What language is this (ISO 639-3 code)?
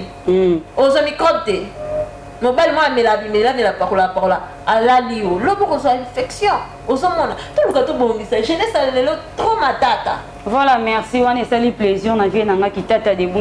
lin